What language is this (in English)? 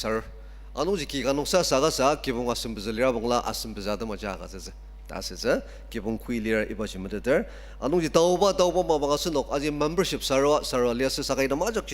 Ao Naga